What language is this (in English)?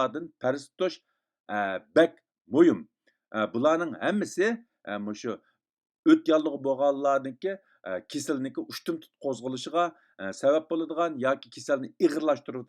Uyghur